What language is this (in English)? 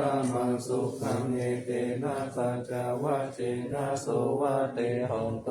Pali